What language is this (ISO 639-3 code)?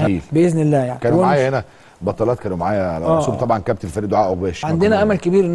arz